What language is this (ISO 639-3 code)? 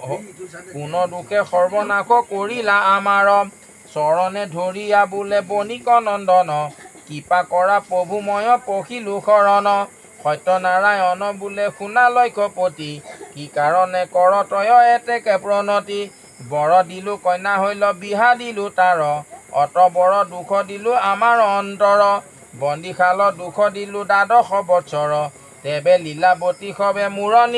asm